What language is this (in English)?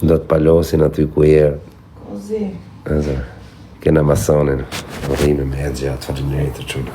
Albanian